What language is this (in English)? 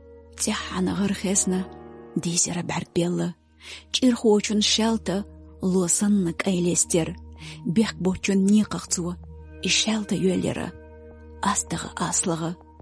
Chechen